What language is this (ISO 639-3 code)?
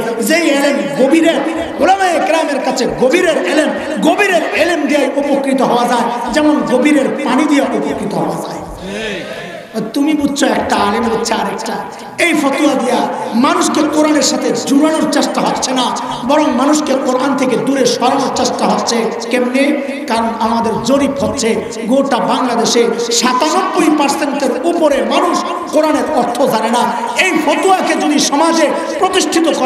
ben